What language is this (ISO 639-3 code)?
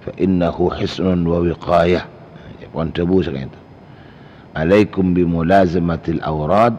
mad